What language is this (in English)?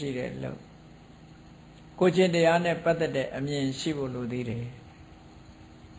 Burmese